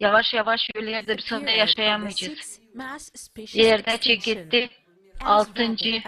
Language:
Gagauz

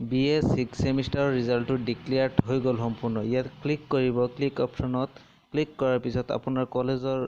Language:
Assamese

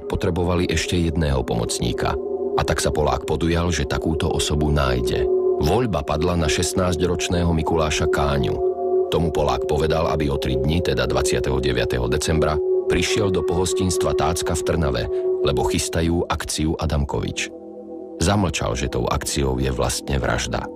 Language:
Slovak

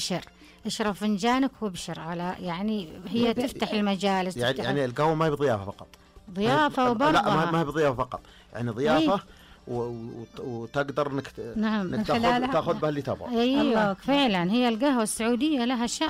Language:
Najdi Arabic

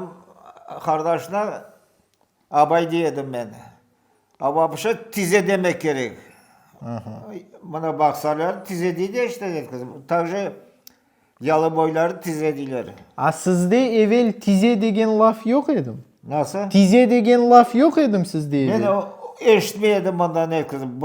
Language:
Crimean Tatar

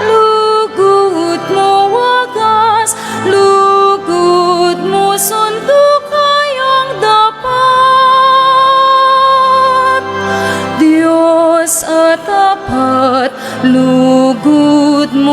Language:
Pampanga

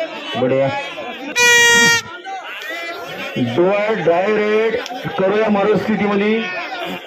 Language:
Marathi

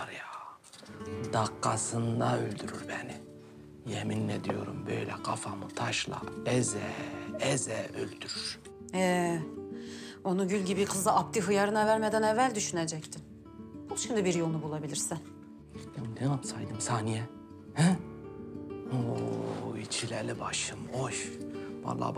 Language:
Turkish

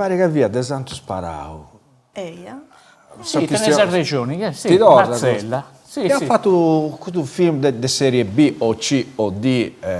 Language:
Sardinian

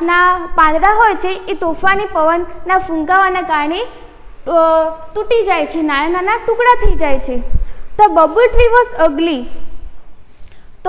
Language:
Gujarati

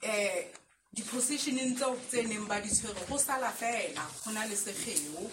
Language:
Southern Sotho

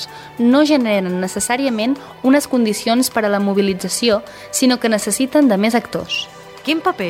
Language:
Catalan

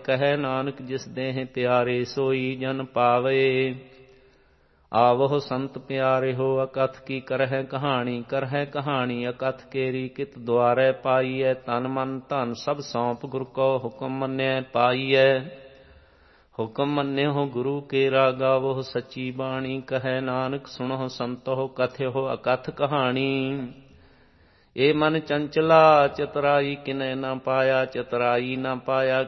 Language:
Punjabi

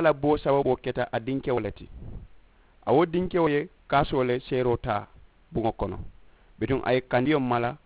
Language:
Mandingo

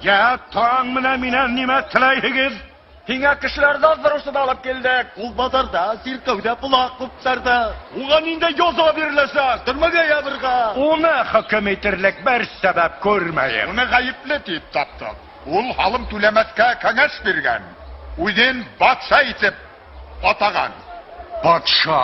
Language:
Bashkir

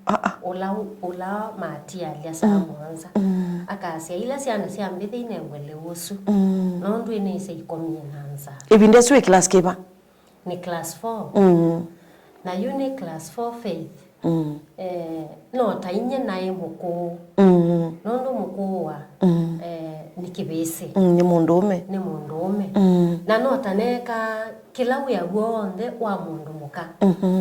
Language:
Kamba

